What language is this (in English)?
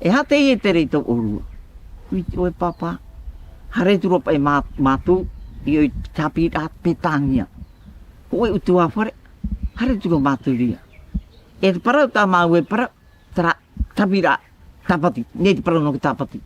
Tahitian